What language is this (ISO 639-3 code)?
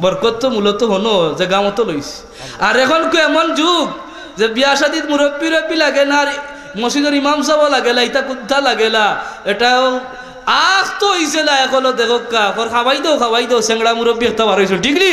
syl